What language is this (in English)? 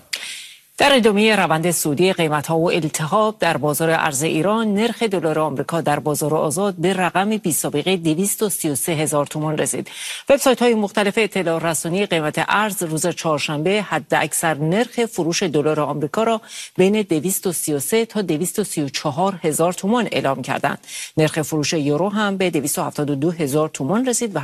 Persian